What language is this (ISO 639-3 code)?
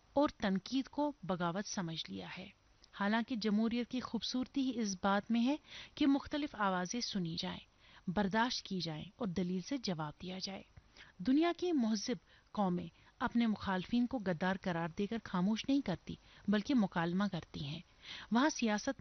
urd